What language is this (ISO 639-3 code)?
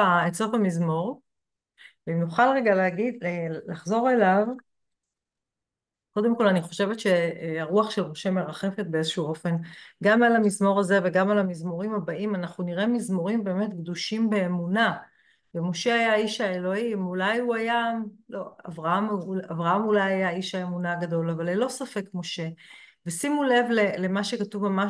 heb